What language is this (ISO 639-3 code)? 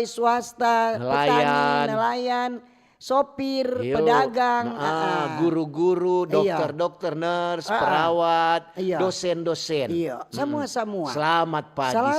xmm